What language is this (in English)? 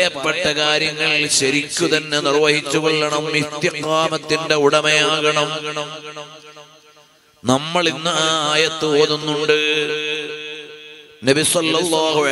Malayalam